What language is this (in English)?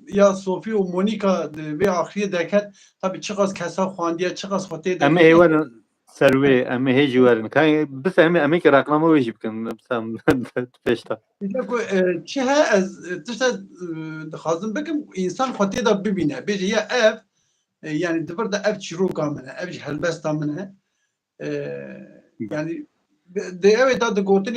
Kurdish